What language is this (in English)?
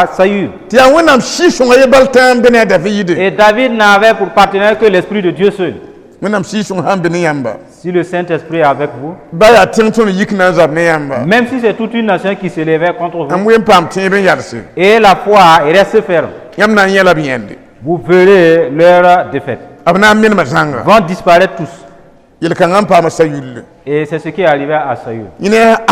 Mossi